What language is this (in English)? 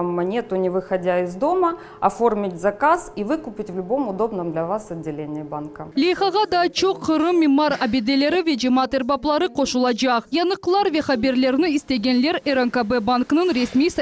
Crimean Tatar